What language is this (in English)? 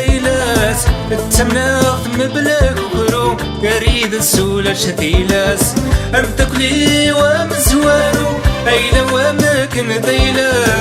Kabyle